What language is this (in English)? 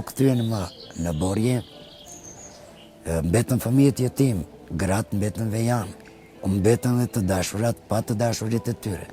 Albanian